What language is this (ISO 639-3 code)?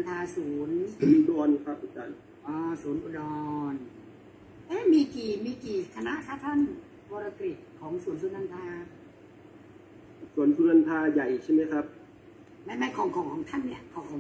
tha